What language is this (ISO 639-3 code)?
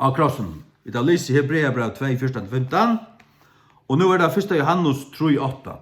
fao